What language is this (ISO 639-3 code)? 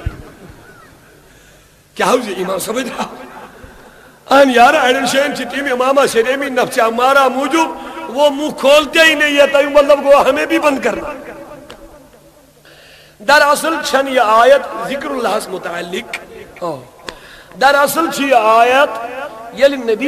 kas